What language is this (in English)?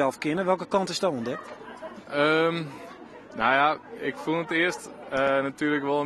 Western Frisian